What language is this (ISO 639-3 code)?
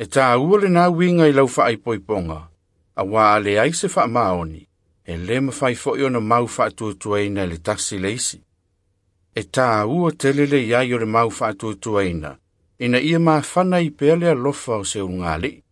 smo